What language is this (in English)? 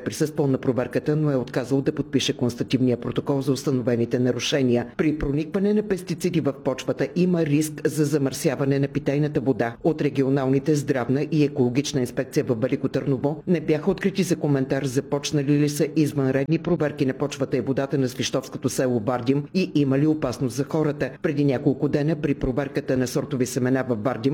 Bulgarian